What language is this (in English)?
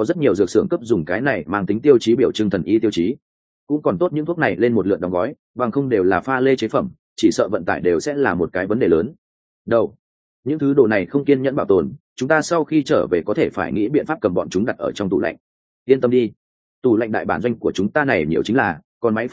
Vietnamese